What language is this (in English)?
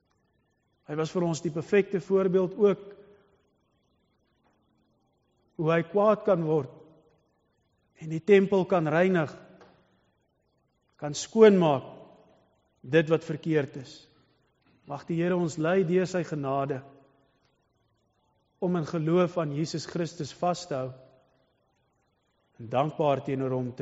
Afrikaans